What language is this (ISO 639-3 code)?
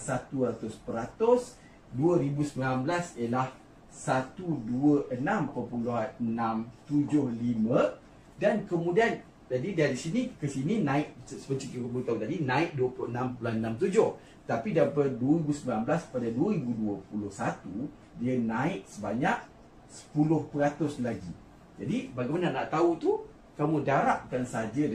msa